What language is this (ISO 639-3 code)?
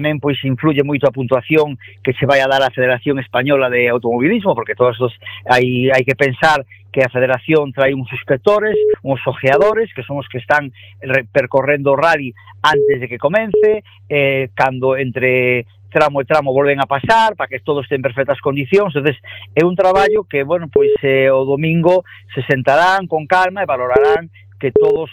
glg